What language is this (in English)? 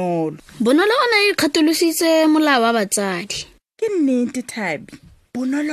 Tswana